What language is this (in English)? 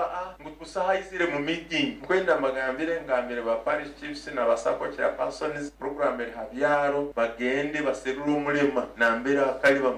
Nyoro